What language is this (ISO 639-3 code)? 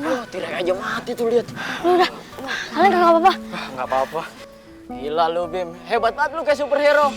bew